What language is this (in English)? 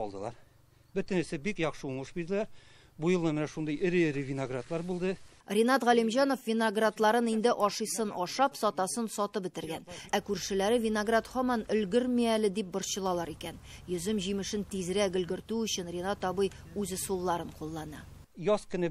Tatar